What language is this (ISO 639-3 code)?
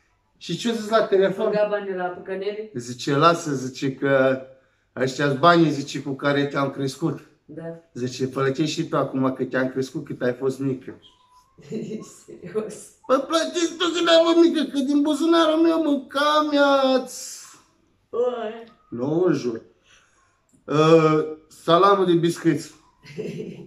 ron